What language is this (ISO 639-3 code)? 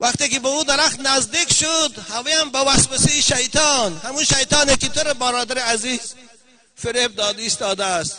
tgk